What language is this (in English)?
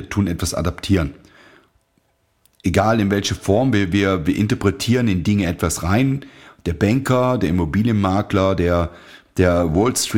German